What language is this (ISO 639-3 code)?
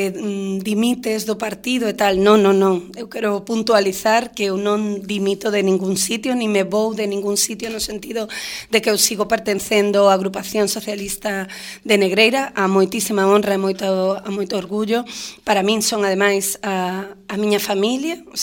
glg